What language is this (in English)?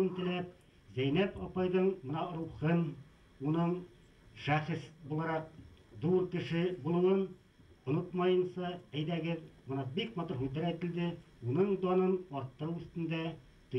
Bashkir